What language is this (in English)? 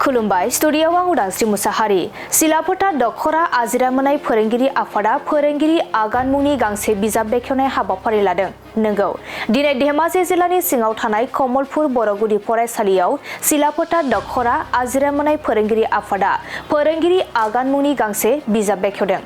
Bodo